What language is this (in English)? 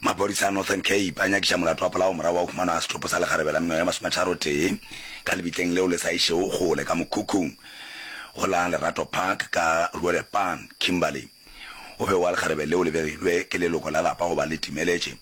Northern Sotho